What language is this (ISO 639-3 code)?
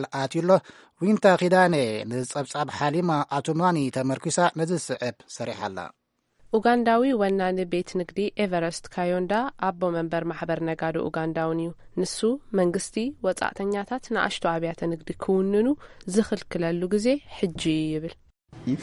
tir